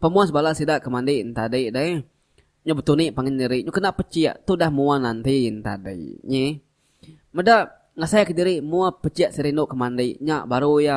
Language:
Iban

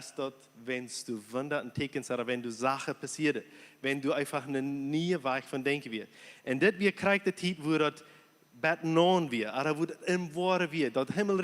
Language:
Plautdietsch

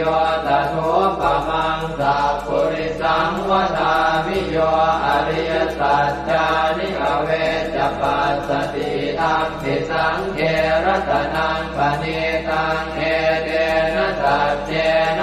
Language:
Pali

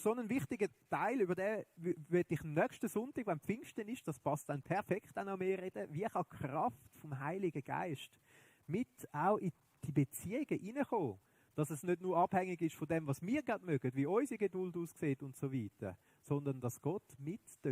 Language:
Swiss German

